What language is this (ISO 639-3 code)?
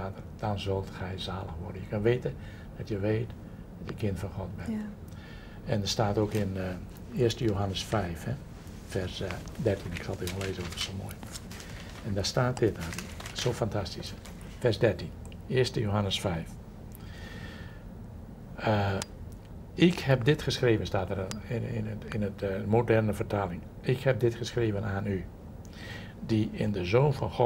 nld